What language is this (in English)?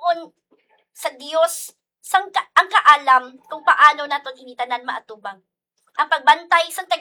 Hiligaynon